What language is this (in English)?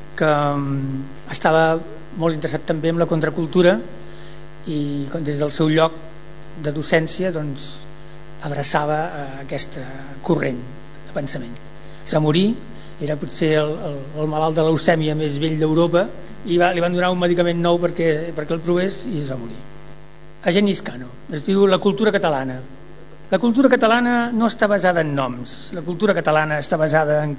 Catalan